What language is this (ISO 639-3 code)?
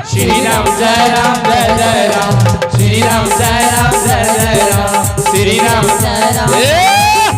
anp